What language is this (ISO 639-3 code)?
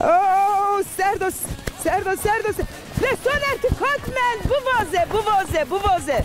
zza